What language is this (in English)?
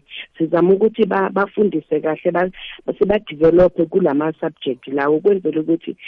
South Ndebele